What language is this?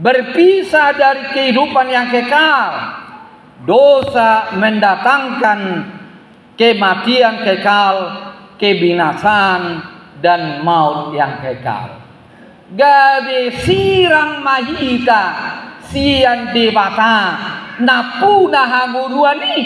Batak Toba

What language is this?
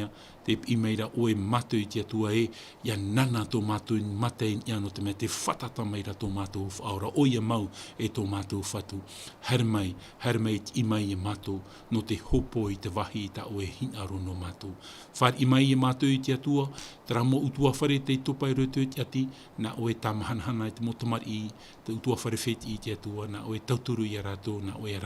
Tahitian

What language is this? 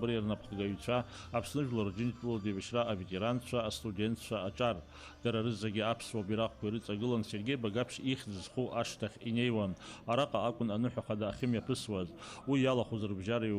Abkhazian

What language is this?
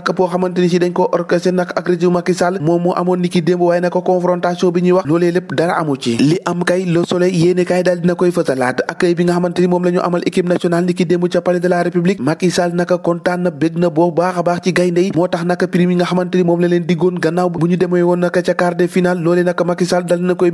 Wolof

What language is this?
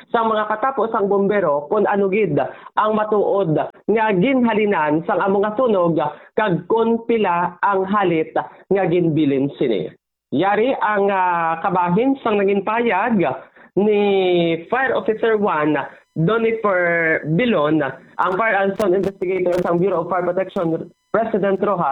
Hiligaynon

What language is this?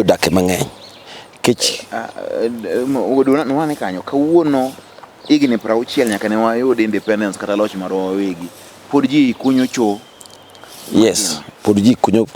Luo (Kenya and Tanzania)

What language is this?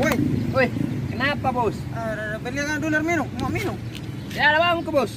Makassar Malay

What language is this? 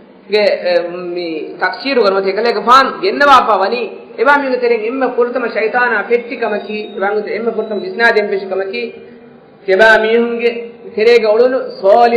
Divehi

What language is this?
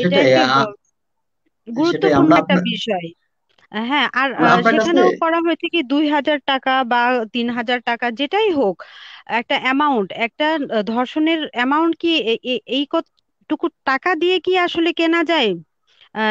Bangla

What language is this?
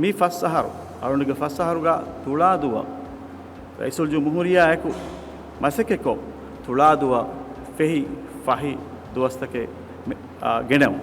Divehi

